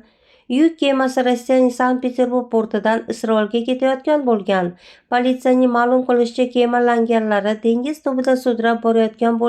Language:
Uzbek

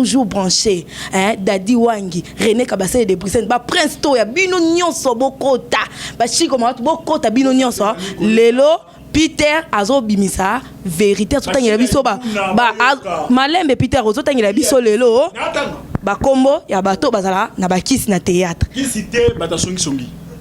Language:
Lingala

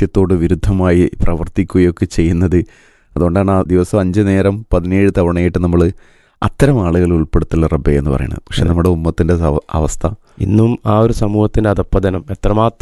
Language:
Malayalam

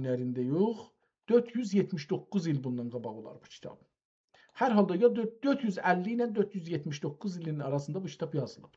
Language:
South Azerbaijani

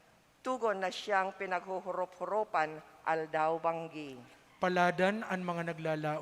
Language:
Bikol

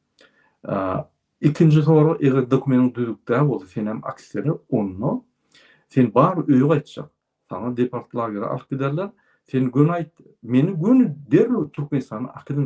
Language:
Turkmen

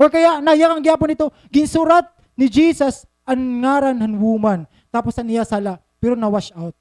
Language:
Waray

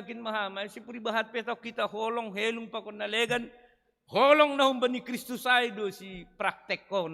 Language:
Batak Simalungun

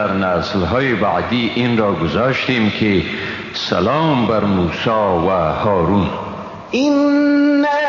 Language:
Persian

